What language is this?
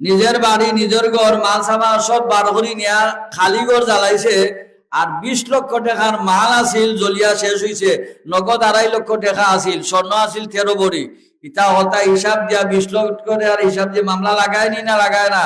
Sylheti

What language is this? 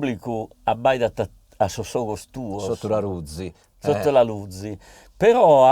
Sardinian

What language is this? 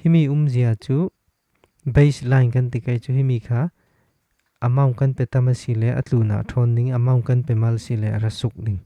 Falam Chin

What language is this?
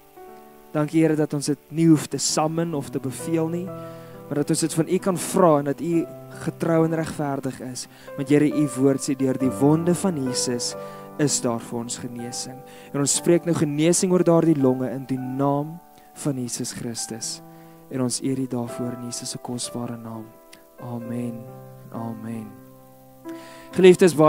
Afrikaans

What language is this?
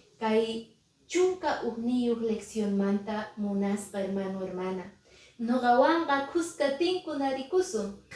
Quechua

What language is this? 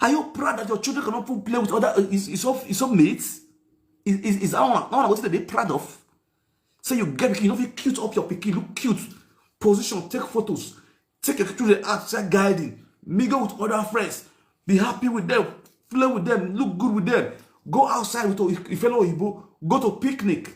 Nigerian Pidgin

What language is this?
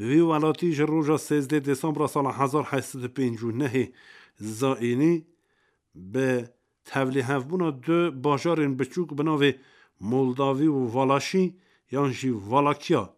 Kurdish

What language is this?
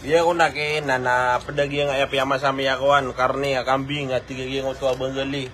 Maranao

